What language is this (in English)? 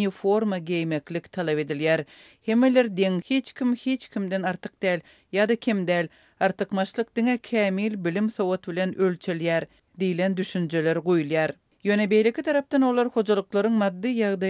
Turkmen